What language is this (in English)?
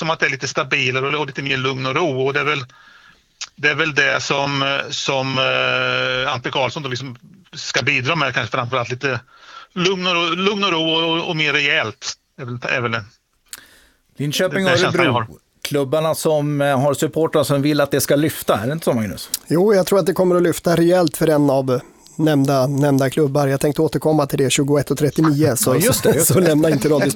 Swedish